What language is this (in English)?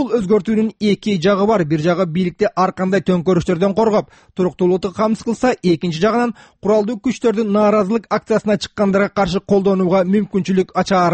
Kyrgyz